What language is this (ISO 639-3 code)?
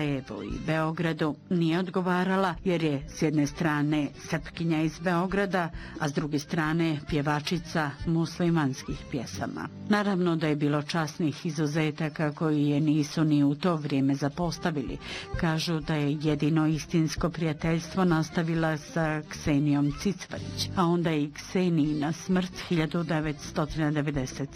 bos